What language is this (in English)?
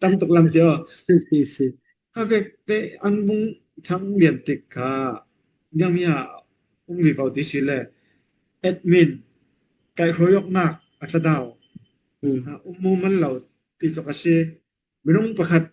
Falam Chin